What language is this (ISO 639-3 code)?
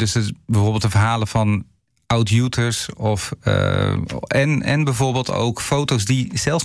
nld